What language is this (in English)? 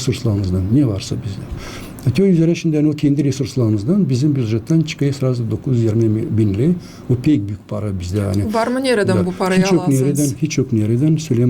Gagauz